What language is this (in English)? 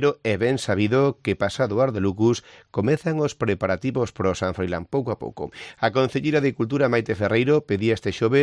Galician